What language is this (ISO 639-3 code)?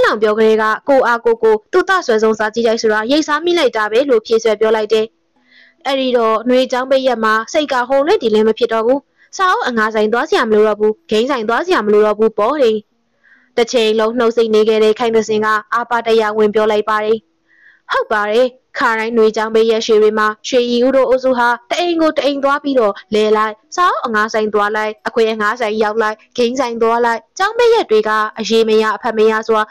mya